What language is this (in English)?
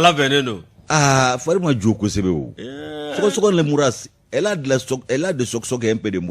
Bambara